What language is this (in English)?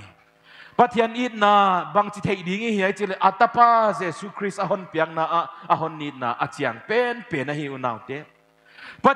Paite Chin